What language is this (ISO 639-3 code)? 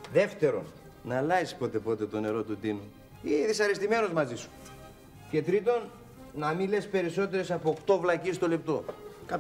ell